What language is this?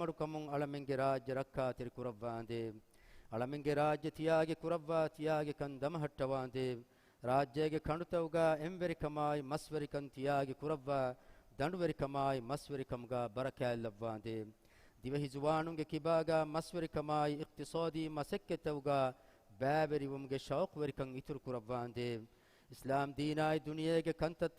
Divehi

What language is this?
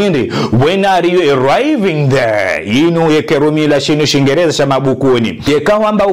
Ngazidja Comorian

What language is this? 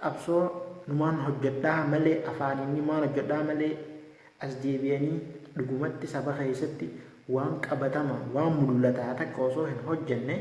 Oromo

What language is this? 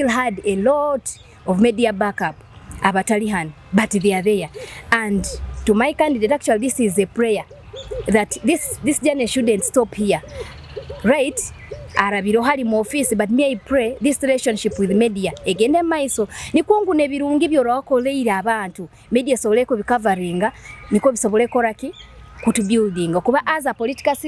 Nyoro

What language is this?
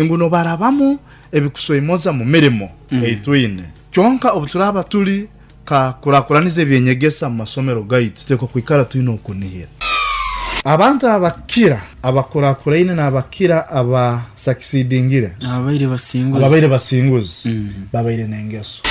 Nyoro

